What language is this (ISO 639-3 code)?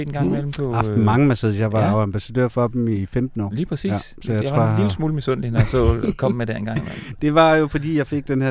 dan